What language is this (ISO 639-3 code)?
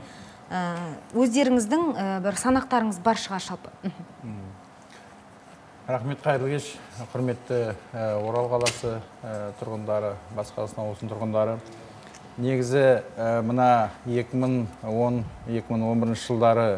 kaz